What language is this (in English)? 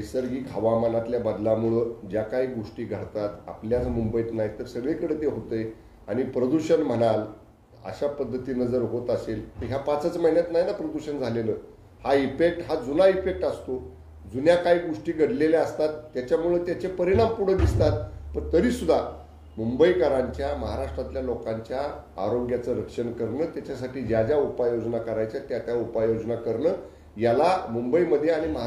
Marathi